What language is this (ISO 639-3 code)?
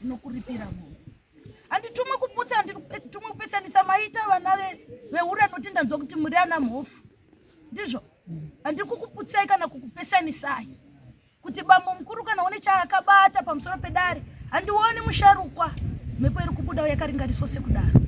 sna